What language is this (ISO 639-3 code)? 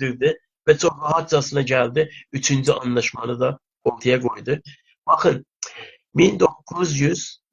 azb